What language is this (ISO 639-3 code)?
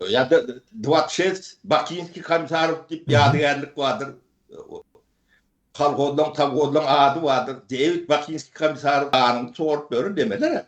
tuk